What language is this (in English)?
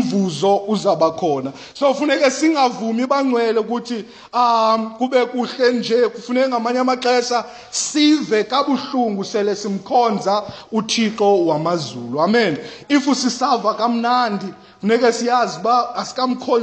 Xhosa